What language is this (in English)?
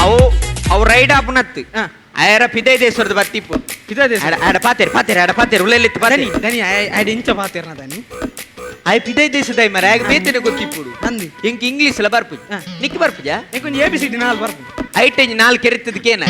Tulu